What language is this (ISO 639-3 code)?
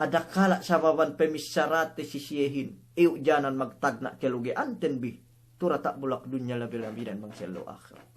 yka